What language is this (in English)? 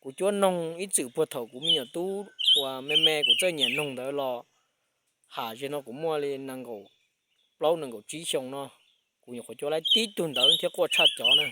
Hmong